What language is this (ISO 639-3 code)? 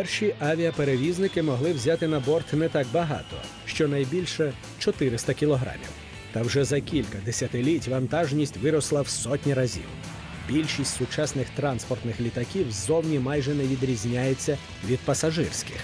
ukr